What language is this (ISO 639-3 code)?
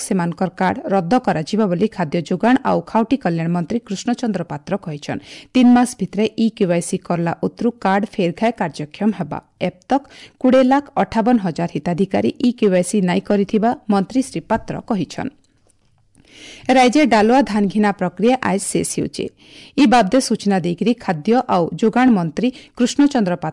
ori